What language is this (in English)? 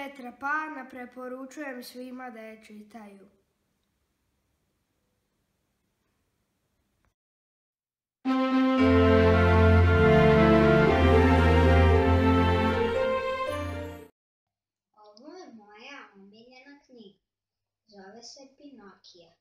Serbian